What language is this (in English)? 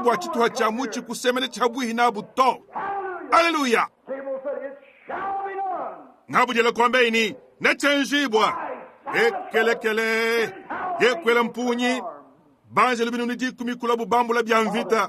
Luba-Lulua